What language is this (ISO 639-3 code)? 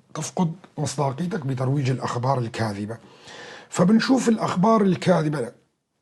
apc